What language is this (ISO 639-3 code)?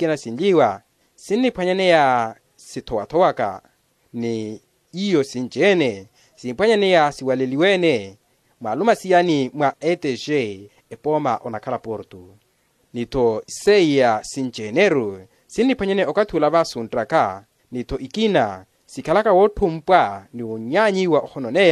vmw